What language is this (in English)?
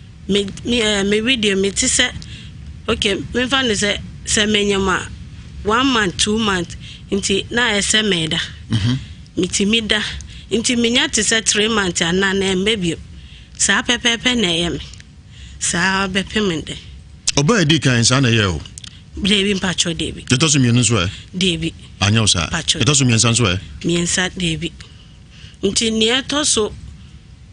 Akan